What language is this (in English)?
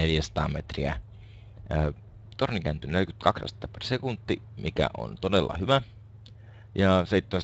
Finnish